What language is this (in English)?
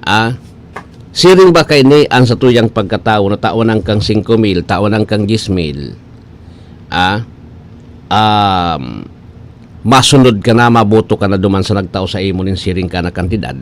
Bikol